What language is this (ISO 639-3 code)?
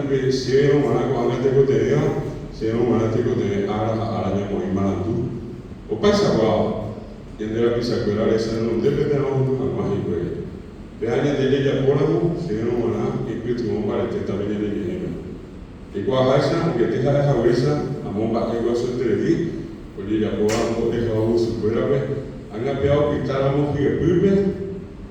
grn